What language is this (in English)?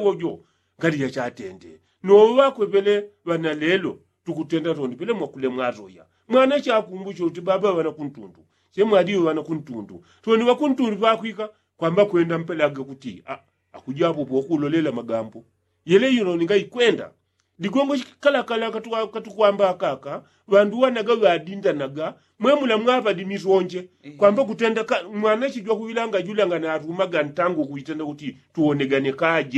Yao